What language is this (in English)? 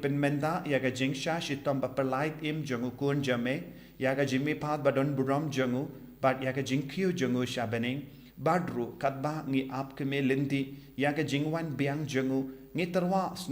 Khasi